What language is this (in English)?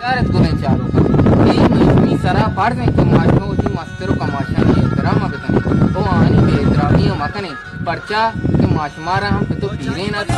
Baluchi